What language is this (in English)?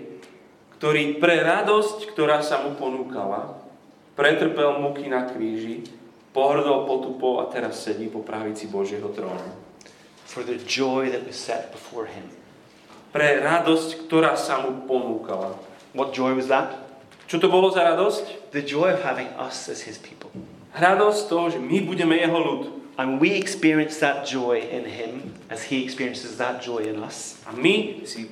Slovak